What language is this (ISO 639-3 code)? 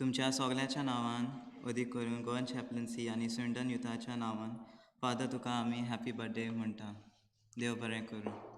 kok